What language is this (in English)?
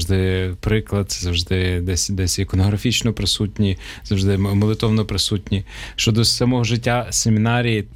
Ukrainian